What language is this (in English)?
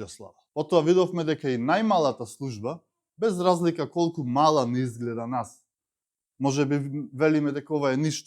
Macedonian